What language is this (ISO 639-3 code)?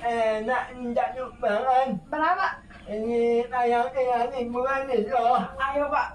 min